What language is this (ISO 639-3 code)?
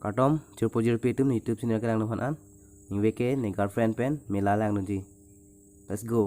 mjw